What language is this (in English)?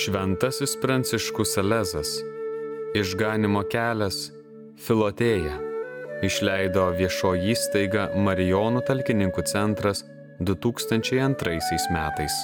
Lithuanian